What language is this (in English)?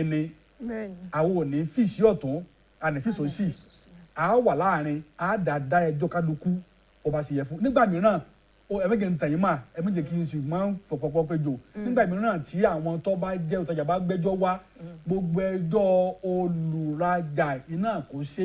Yoruba